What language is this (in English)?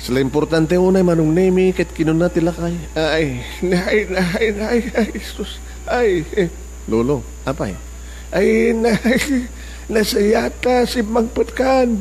Iloko